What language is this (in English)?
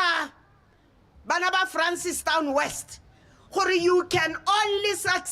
Tswana